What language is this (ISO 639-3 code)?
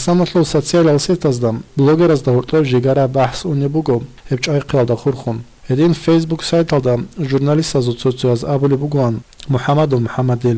ava